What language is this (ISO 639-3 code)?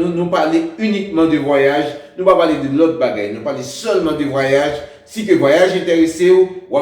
hat